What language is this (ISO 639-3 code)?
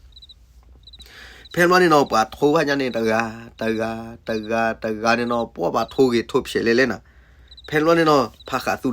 ksw